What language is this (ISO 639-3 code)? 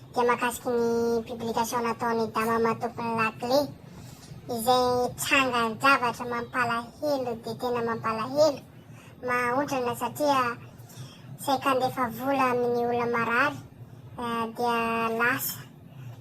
mlg